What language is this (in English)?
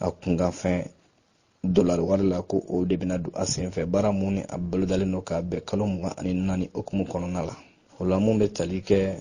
Bambara